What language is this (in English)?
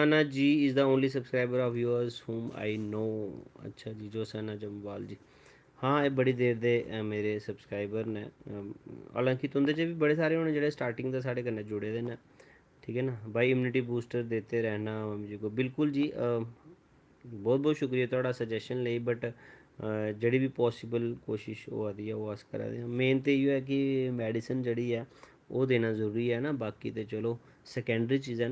Dogri